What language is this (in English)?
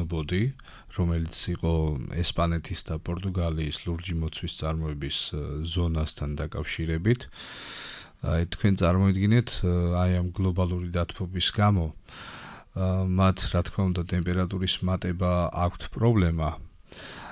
Georgian